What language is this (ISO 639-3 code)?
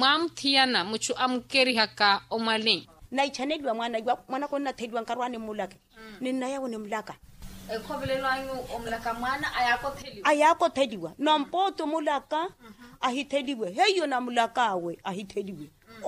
vmw